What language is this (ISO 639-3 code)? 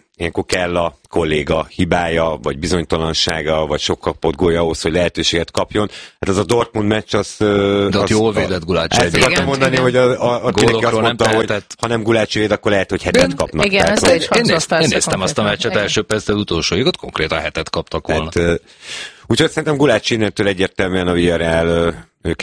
hun